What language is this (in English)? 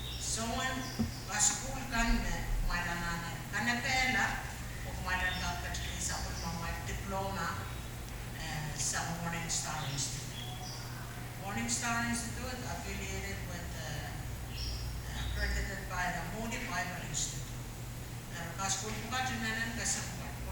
Pohnpeian